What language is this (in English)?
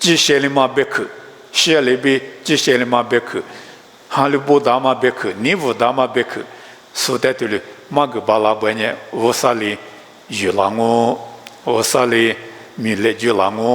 Lisu